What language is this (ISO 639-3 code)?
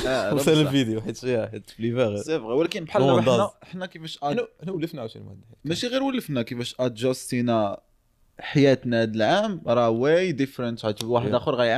ary